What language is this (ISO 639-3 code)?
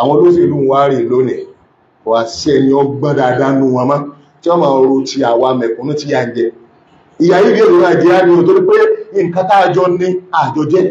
yor